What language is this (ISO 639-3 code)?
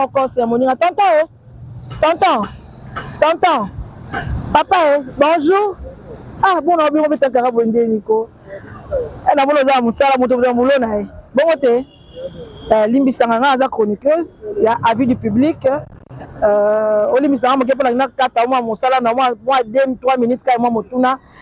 lin